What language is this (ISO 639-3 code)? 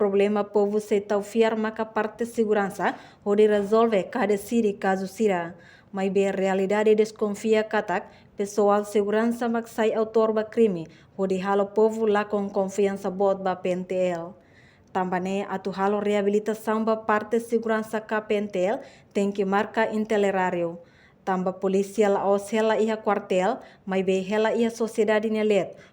tet